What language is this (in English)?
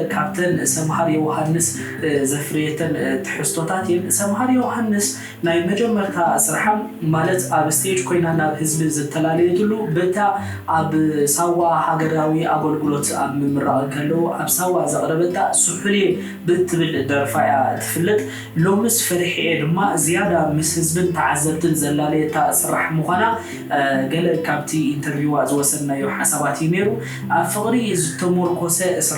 Tigrinya